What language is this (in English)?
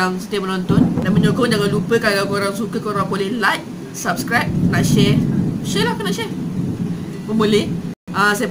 Malay